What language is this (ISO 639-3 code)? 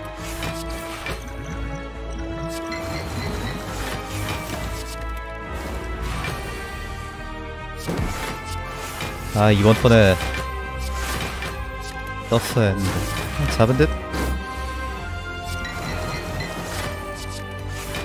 kor